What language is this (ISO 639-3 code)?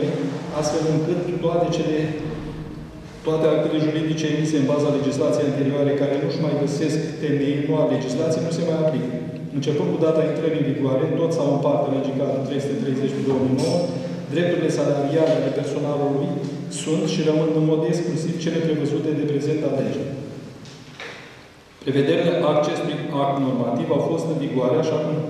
ron